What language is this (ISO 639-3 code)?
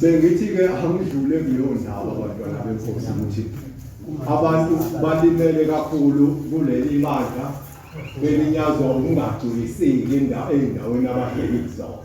zul